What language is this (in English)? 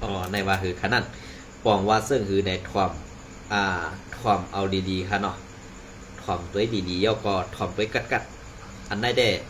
Shan